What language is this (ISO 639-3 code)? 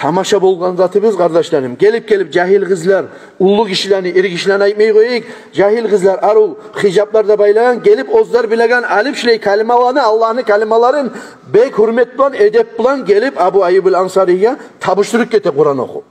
kum